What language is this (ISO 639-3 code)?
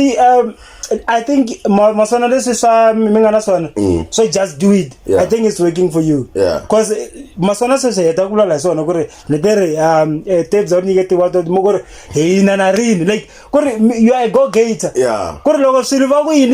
tso